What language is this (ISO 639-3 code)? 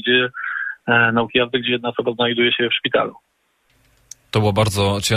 pol